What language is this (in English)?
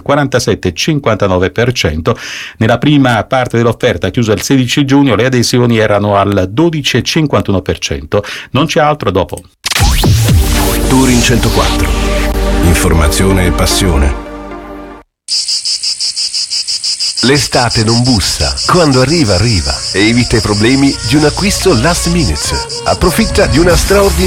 Italian